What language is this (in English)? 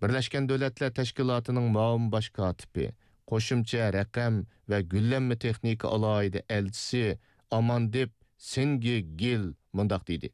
Uyghur